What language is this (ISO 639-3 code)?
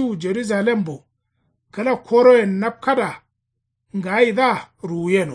kau